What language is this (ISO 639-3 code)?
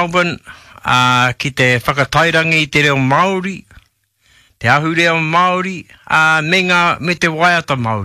mri